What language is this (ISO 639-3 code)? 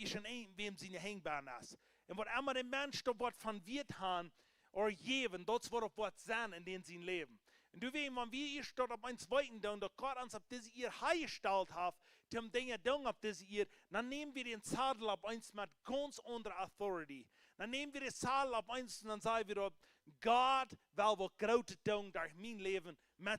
pdt